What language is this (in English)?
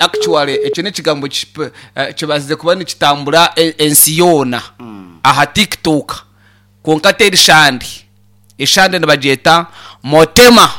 Nyankole